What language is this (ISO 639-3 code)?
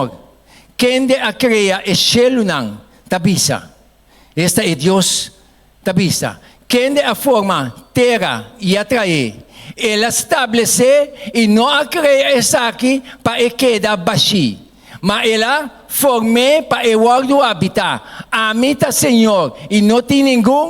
pap